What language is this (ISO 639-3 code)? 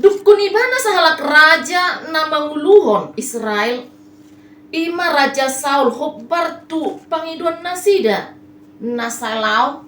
bbc